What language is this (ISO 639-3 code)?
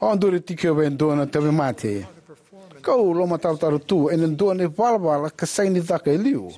fij